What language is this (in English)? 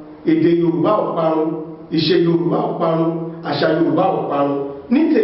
Yoruba